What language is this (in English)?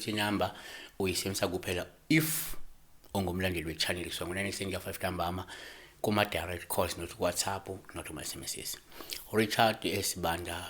Zulu